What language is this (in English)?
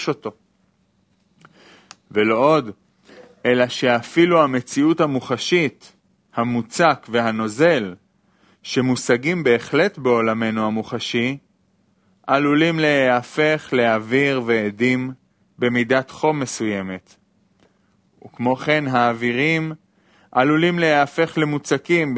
Hebrew